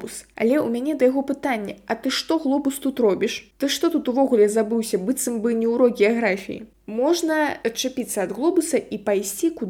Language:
Belarusian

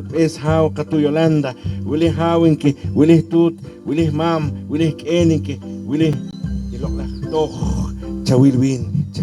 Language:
Poqomchi'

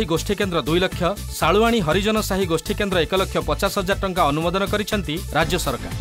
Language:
Odia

